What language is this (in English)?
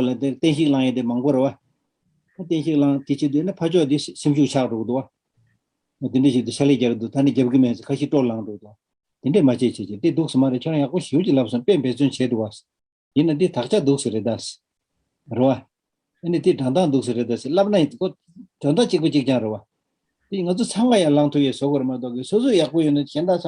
Tibetan